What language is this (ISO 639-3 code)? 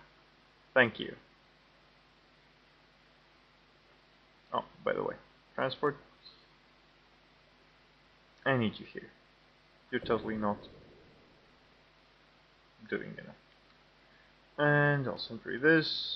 eng